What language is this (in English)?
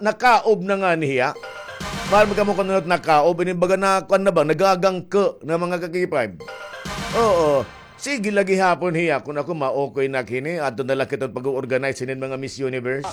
Waray